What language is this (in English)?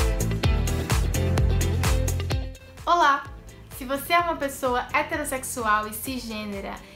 Portuguese